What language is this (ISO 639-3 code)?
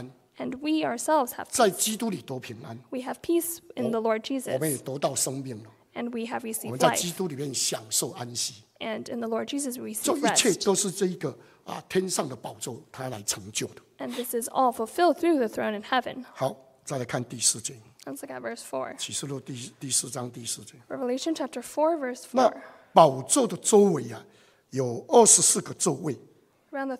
zho